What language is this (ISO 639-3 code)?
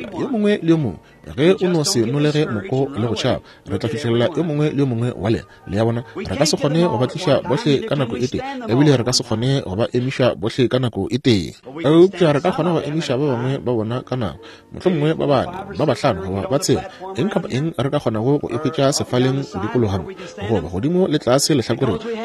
nso